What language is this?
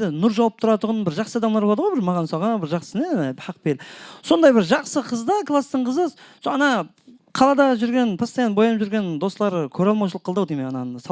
Kara-Kalpak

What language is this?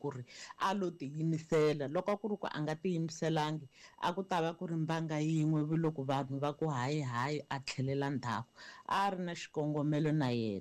Tsonga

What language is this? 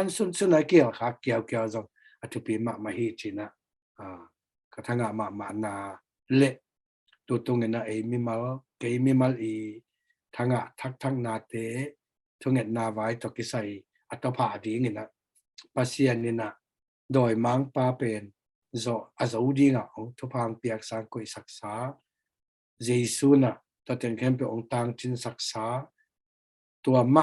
Tedim Chin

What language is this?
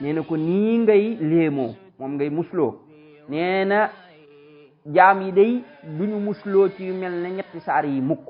Wolof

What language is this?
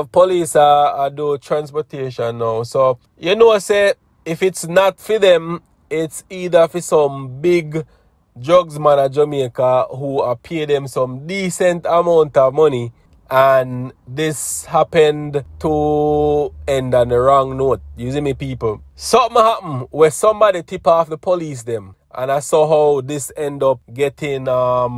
Jamaican Creole English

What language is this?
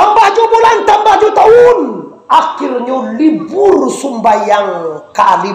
Minangkabau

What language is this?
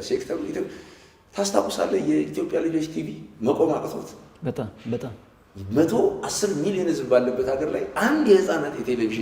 Amharic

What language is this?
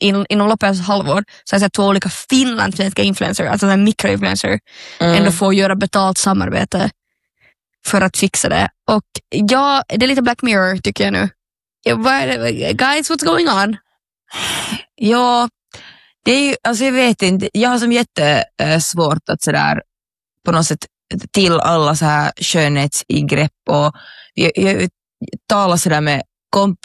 Swedish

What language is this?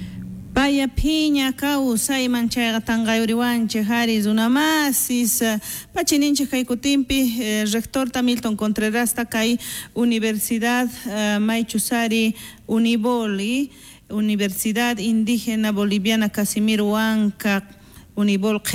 South Bolivian Quechua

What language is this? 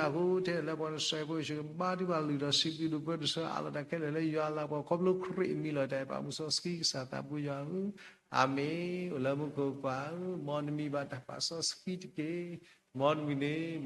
S'gaw Karen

